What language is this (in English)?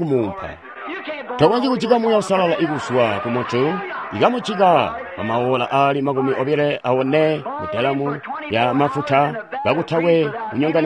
Tonga (Zambia)